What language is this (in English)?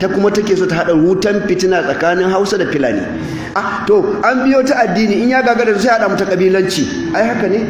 Hausa